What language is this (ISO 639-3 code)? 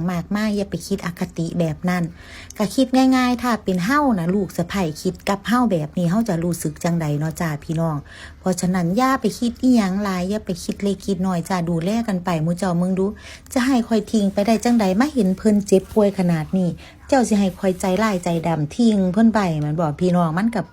lao